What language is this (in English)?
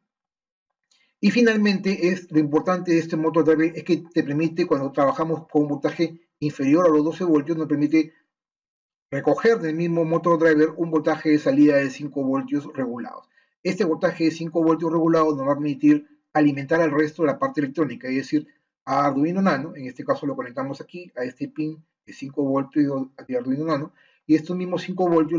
Spanish